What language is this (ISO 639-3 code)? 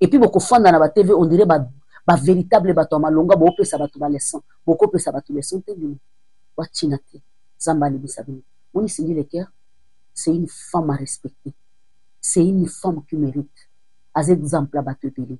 lin